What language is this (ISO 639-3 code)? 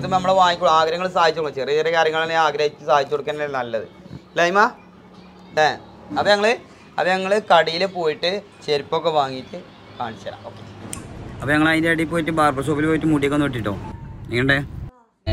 mal